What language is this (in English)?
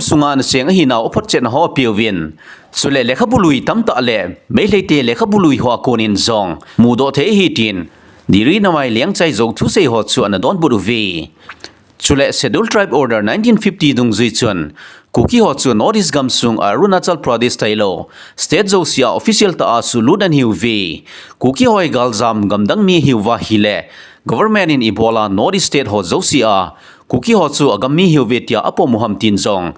Thado Chin